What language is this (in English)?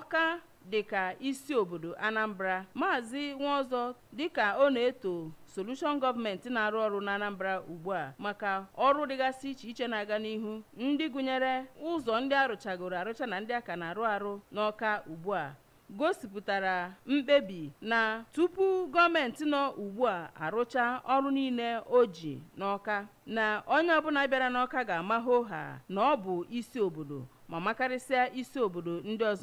Igbo